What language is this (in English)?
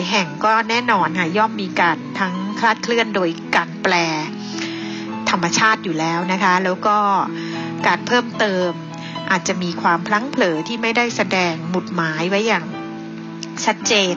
Thai